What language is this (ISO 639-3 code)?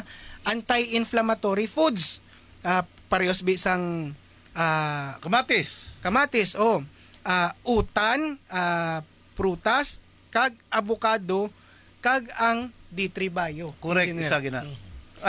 hil